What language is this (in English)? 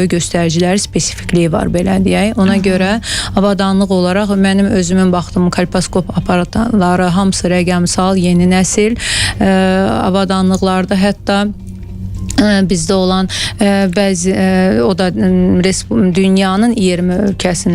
Azerbaijani